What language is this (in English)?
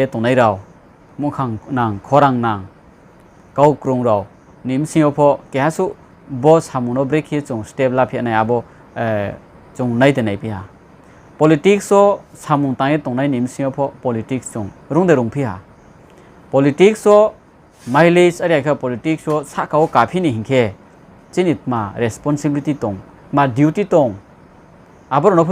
Riang (India)